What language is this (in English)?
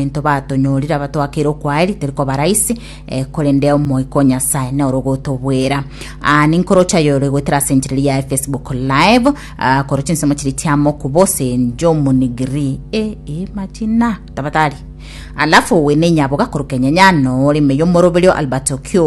Gusii